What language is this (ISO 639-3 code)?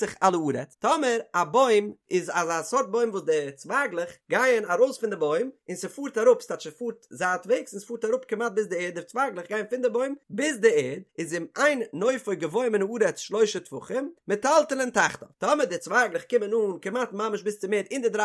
yid